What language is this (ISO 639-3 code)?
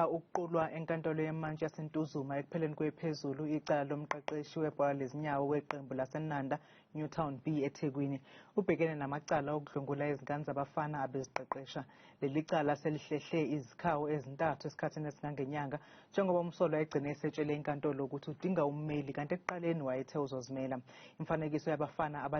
zul